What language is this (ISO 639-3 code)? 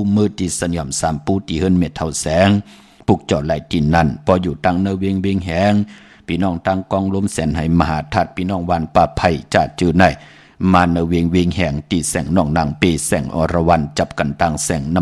shn